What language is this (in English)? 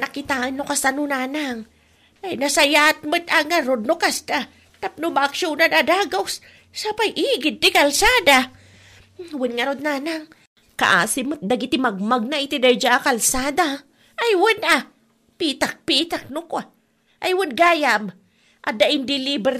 Iloko